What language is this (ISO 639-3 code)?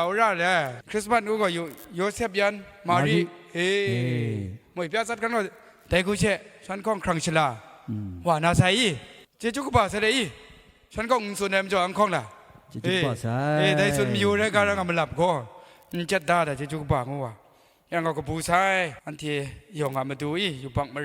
kac